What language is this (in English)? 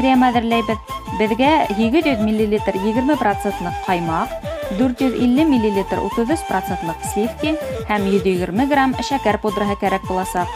Bashkir